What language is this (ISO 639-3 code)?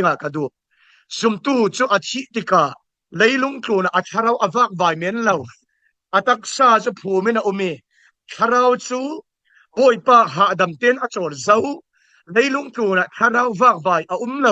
cfm